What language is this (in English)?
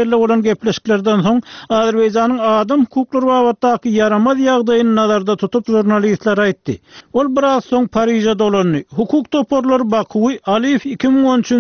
Turkmen